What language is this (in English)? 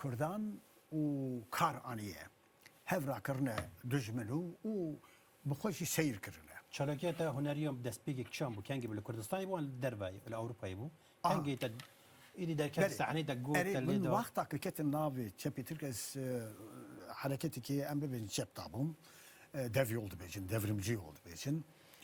Kurdish